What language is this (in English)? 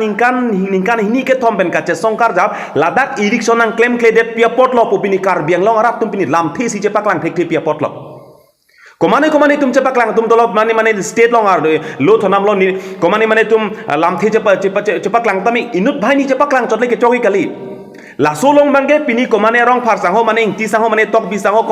Karbi